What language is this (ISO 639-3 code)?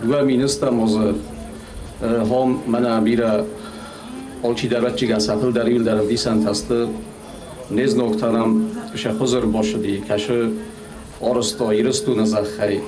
oss